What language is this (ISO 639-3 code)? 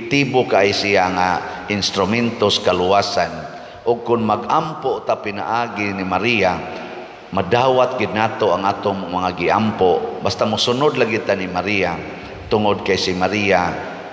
ceb